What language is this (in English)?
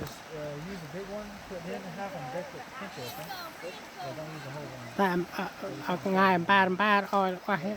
Central Mnong